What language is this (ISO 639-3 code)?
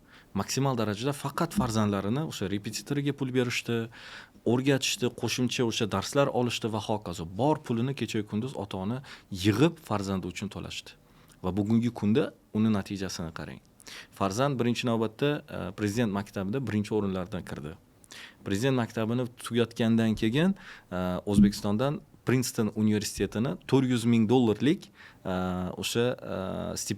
uzb